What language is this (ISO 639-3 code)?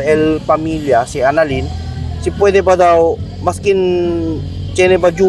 cbk